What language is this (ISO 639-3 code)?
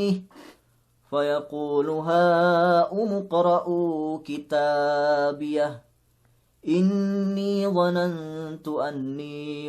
yka